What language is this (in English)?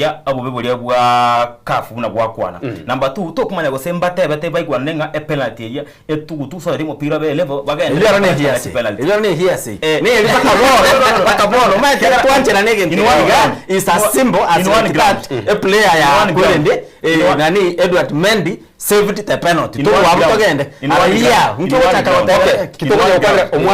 Gusii